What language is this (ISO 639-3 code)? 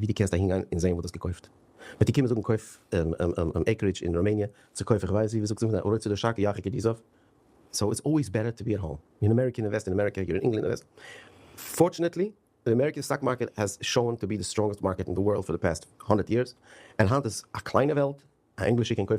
yid